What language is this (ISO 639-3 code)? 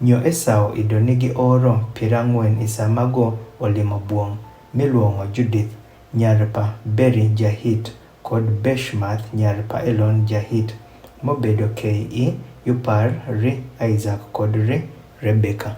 adh